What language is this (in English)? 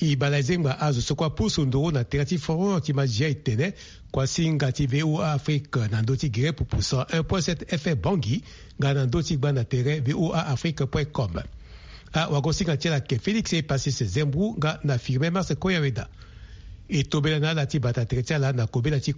Sango